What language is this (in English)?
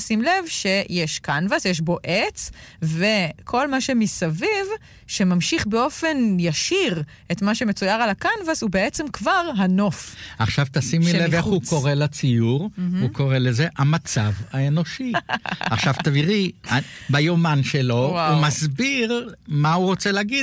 Hebrew